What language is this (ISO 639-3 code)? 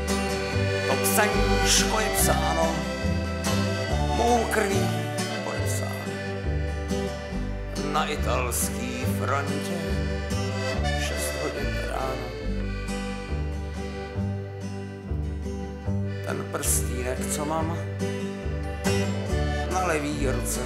ces